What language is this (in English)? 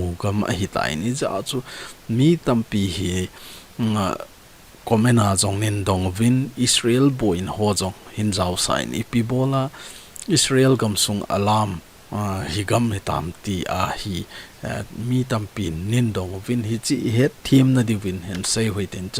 Thado Chin